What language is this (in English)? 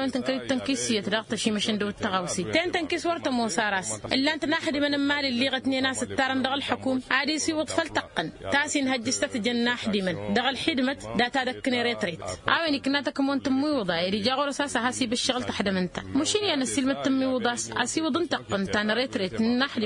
Tamasheq